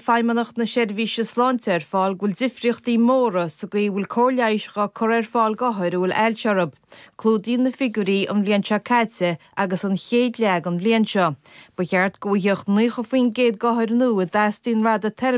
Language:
Irish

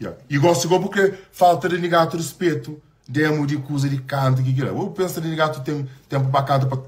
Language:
Kabuverdianu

